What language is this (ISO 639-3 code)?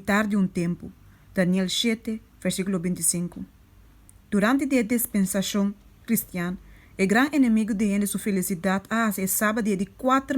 pap